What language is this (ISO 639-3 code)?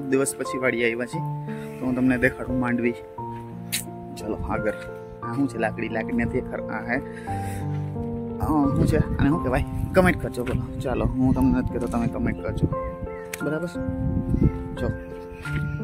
guj